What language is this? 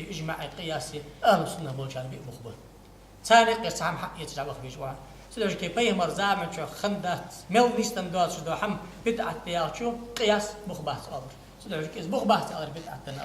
Ingush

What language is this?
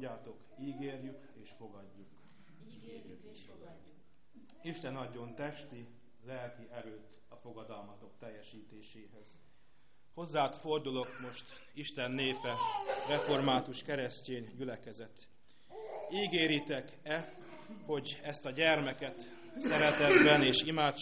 Hungarian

